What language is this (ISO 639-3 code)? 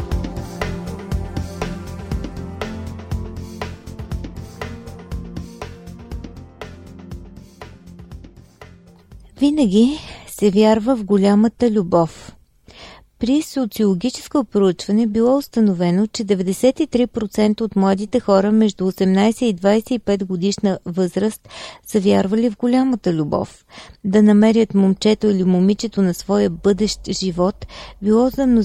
bul